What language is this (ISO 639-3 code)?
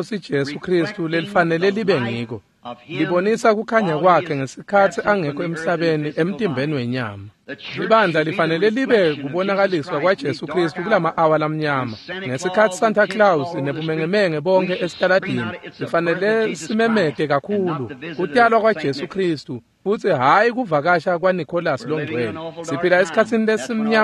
ssw